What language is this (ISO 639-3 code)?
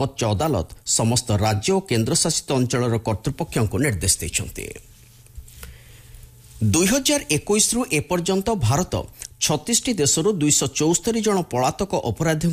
ori